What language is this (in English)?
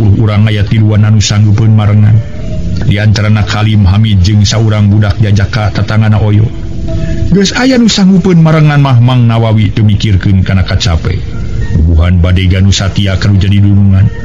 Sundanese